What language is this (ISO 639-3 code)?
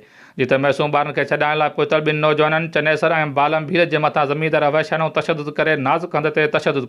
snd